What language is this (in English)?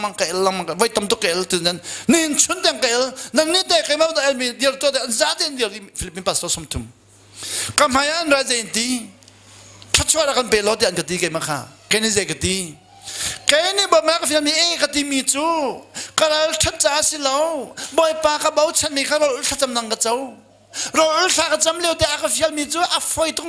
Hakha Chin